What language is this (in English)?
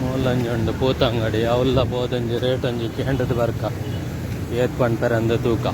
Tulu